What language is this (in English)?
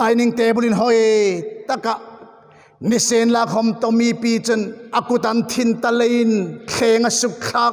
Hmar